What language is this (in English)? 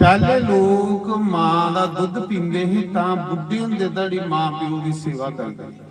Dogri